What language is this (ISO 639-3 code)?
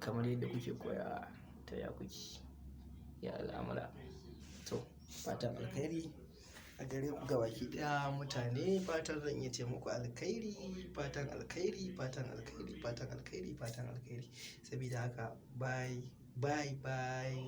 hau